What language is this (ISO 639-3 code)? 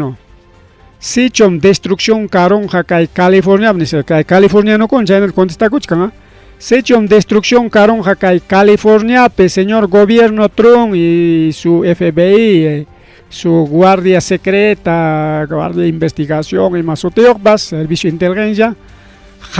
quy